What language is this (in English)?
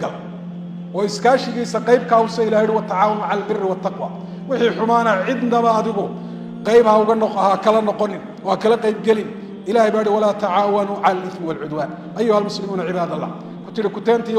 Somali